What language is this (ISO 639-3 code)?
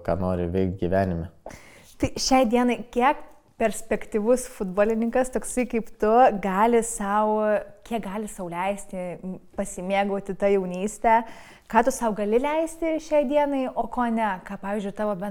lit